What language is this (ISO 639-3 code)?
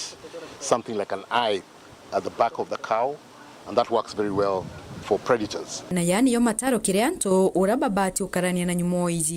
mer